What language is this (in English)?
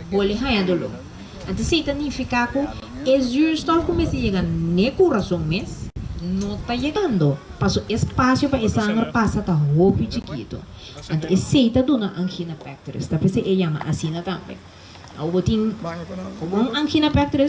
Papiamento